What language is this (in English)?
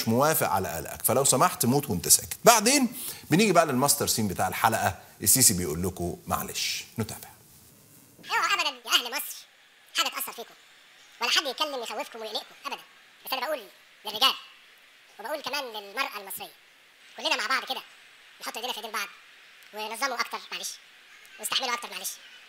Egyptian Arabic